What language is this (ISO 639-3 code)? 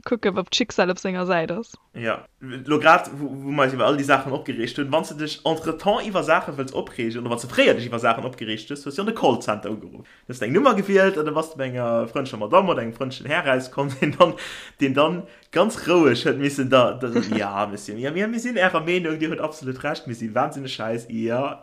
ltz